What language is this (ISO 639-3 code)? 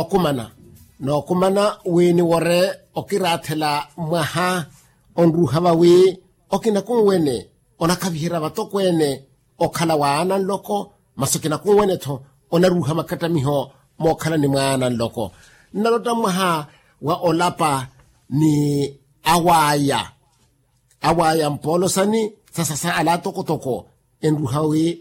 vmw